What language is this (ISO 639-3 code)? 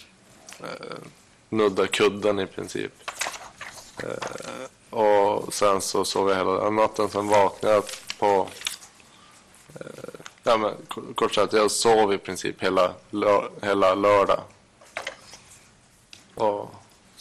swe